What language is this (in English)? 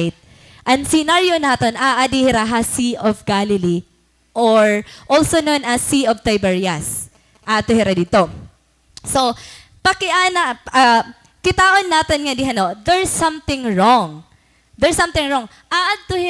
Waray